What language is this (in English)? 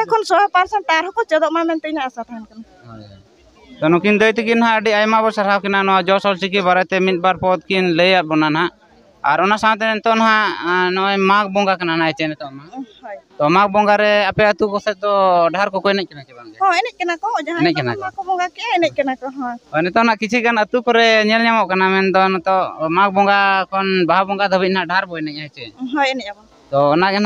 Santali